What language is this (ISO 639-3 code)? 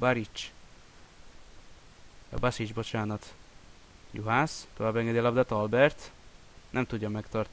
hun